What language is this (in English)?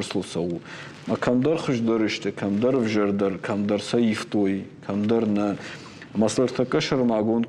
Ossetic